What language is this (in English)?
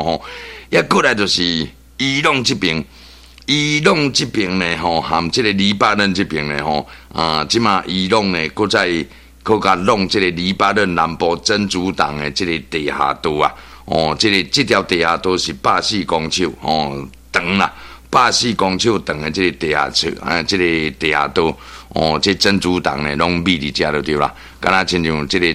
Min Nan Chinese